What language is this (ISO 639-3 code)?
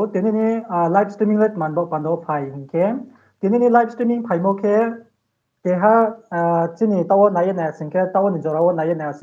ria